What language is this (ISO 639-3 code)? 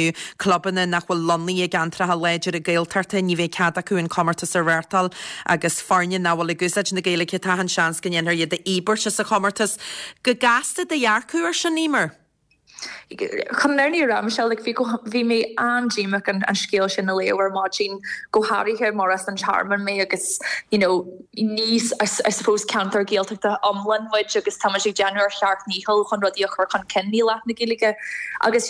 gle